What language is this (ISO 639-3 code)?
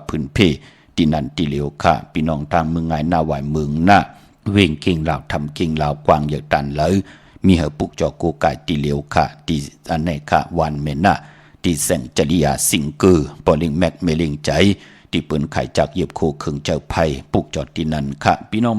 shn